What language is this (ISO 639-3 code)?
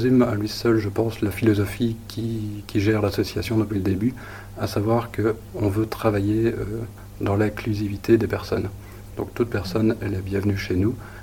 fra